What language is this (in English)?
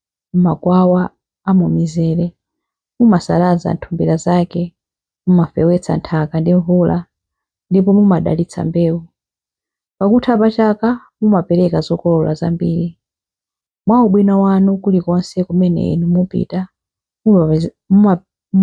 Nyanja